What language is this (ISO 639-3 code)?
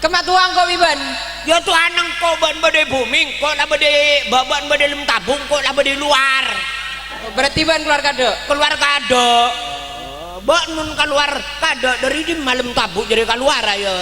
mad